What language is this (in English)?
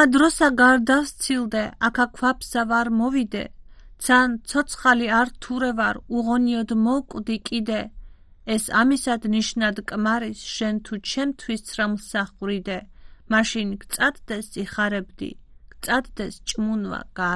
Georgian